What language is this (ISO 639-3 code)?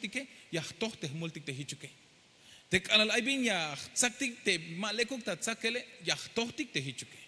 tzh